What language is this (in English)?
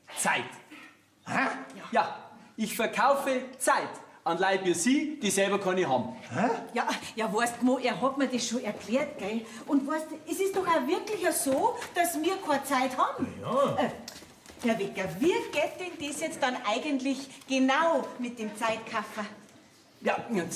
Bavarian